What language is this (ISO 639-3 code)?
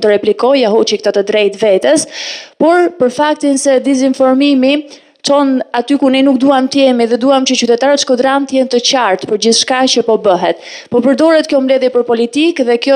sqi